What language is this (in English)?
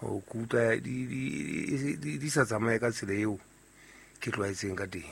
Southern Sotho